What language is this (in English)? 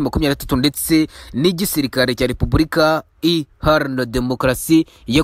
Kinyarwanda